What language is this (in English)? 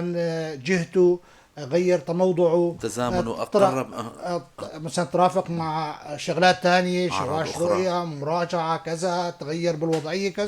North Levantine Arabic